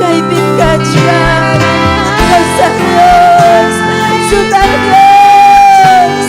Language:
Ayacucho Quechua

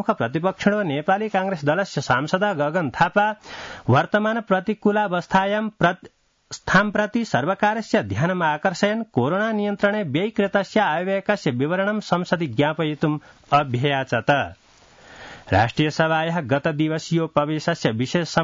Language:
Sanskrit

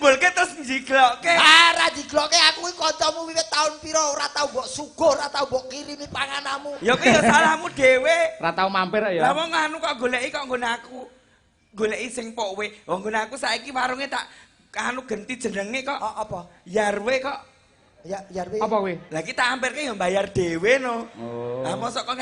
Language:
Javanese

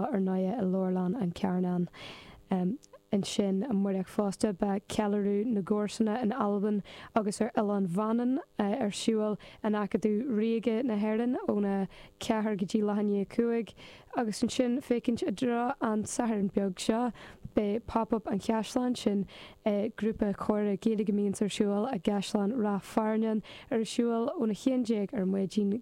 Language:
Irish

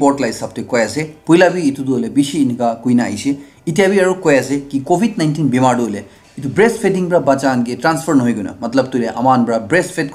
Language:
Naga Pidgin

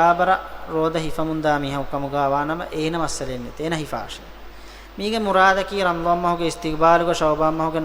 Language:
Divehi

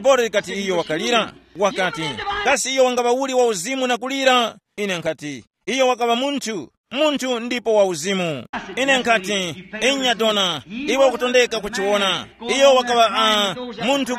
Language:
Tumbuka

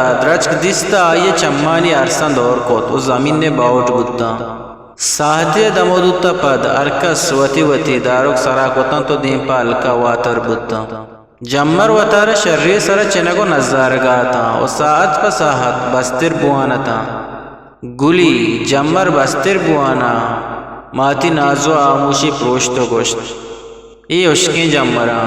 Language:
Eastern Balochi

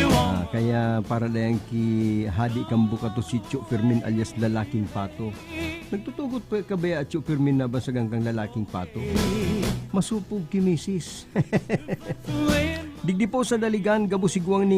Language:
Bikol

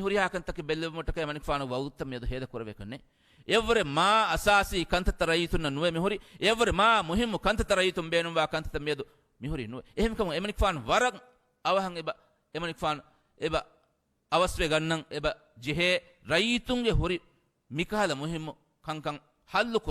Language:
Divehi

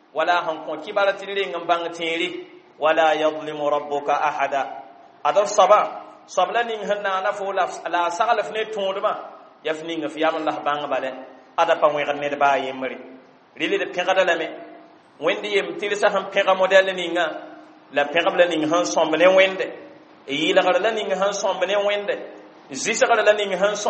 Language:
Mossi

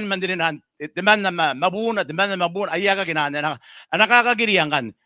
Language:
Gilbertese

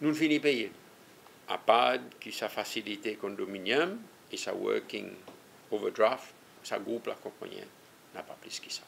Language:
Seselwa Creole French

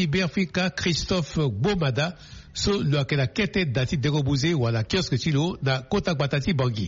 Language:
Sango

